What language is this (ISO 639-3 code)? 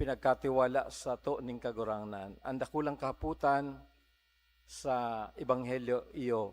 bik